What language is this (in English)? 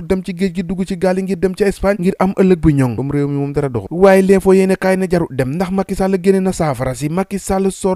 Wolof